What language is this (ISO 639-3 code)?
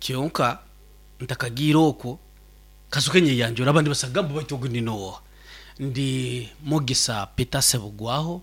nyn